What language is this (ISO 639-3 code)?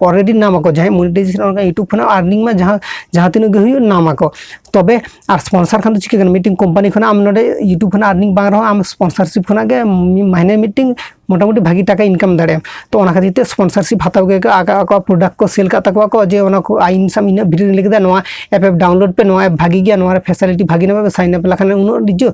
sat